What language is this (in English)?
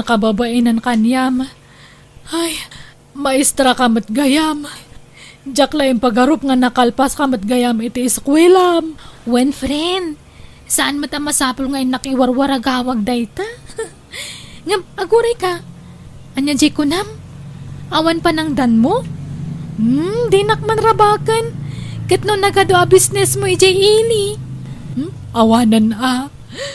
Iloko